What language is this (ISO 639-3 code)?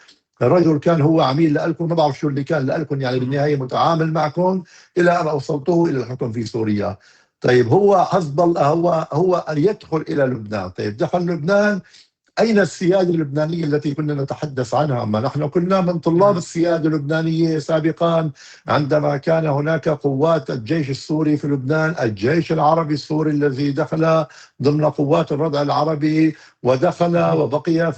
apc